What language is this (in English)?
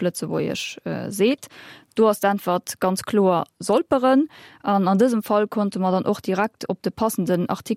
Luxembourgish